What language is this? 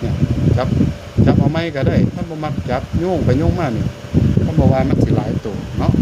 Northeastern Thai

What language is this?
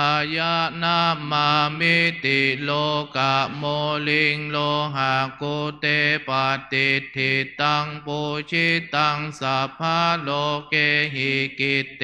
Pali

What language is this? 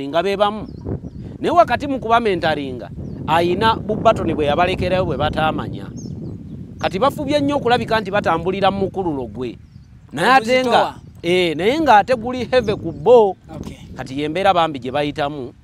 Ganda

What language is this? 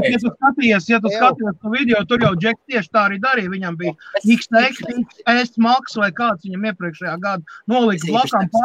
Latvian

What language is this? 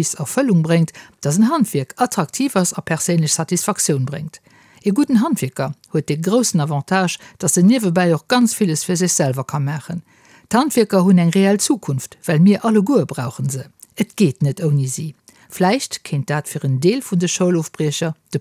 Luxembourgish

